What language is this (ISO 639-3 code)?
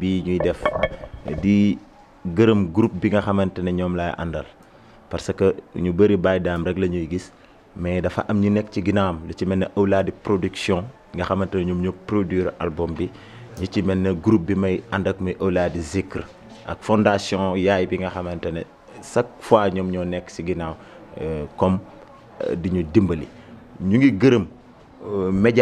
wol